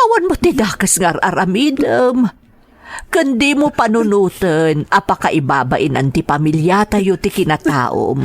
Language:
Iloko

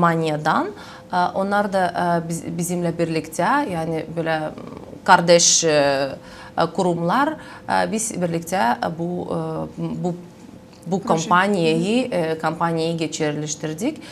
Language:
Gagauz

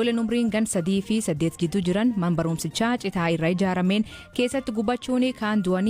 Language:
Oromo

